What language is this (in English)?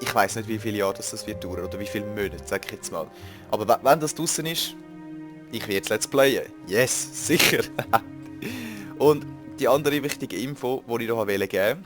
Swiss German